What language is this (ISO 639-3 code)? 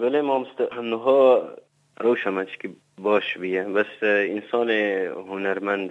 kur